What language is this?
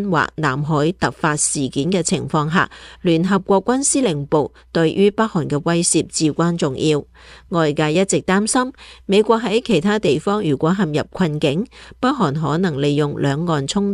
Cantonese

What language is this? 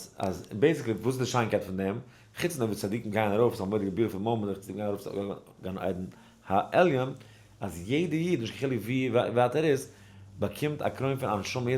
Yiddish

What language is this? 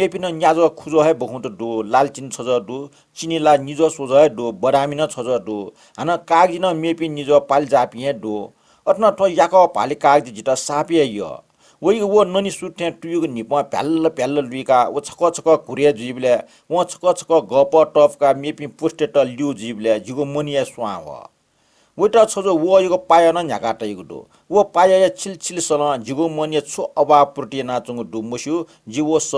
Newari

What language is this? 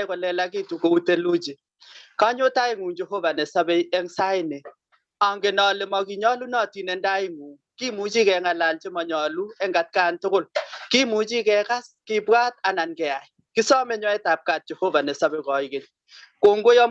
Kalenjin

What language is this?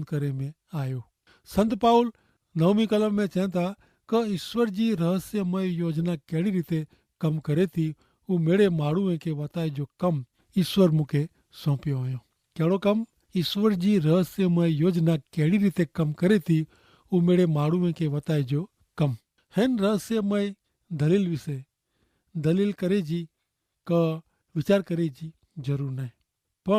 Kachhi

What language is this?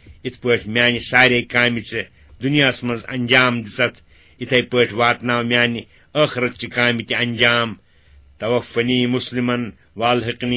Kashmiri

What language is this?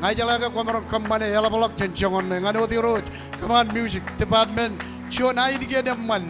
Marshallese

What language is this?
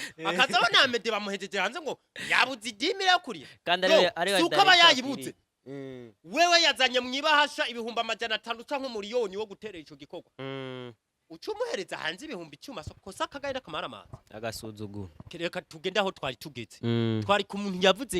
Rundi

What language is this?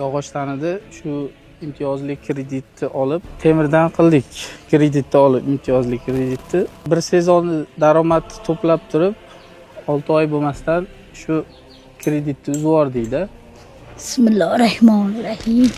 Uzbek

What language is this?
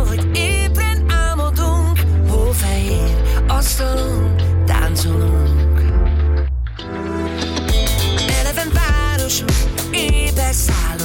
Hungarian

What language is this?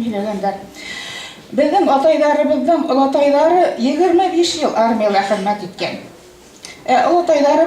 Bashkir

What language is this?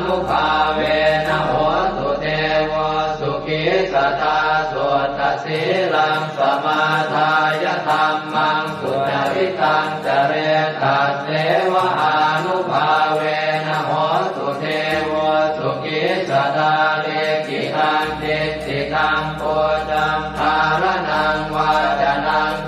Pali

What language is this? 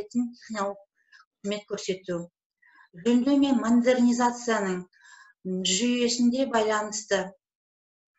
Kazakh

